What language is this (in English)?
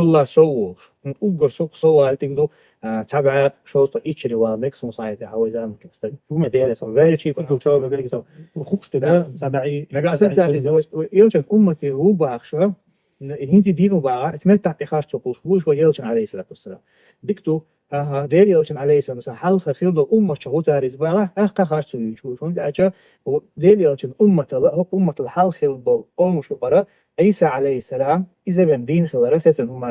Chechen